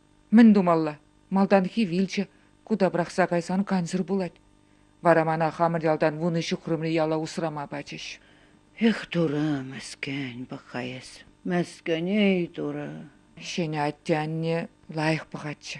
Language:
Chuvash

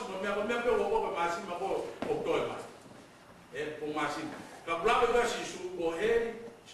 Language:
Tongan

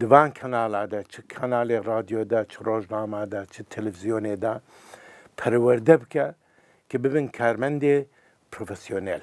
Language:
Kurdish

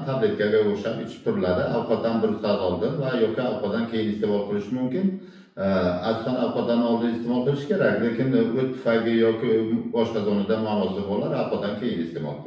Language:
Uzbek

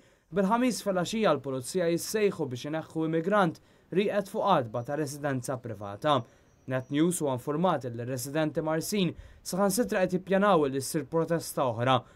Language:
Maltese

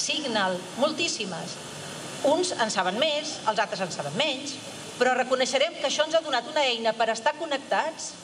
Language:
Catalan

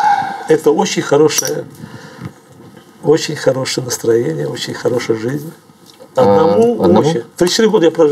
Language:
Russian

